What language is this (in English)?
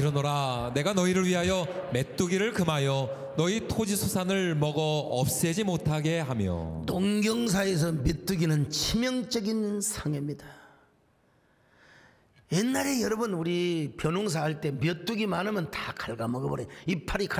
Korean